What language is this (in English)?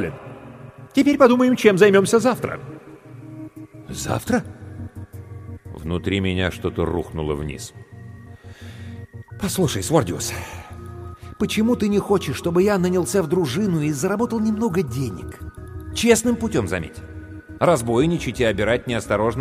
Russian